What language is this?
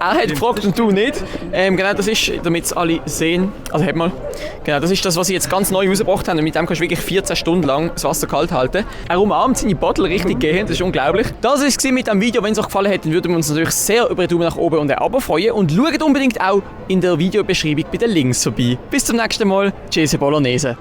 Swiss German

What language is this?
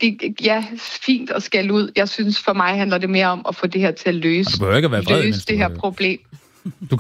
Danish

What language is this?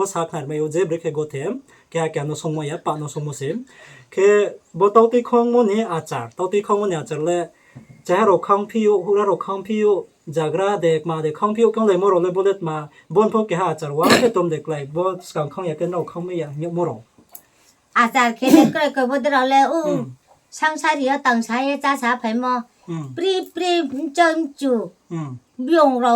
Riang (India)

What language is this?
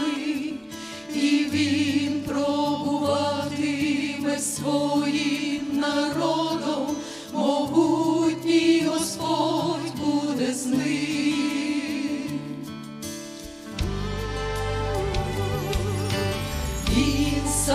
Ukrainian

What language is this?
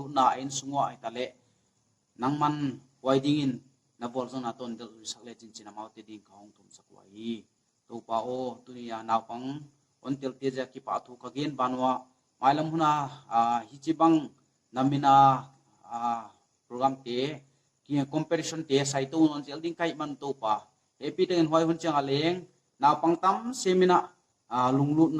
Paite Chin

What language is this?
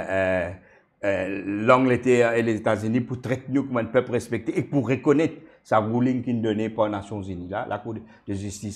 Morisyen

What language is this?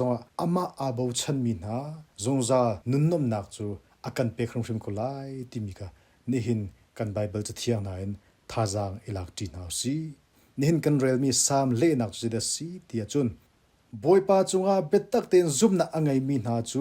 Hakha Chin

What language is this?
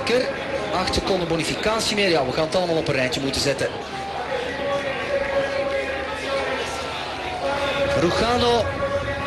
Dutch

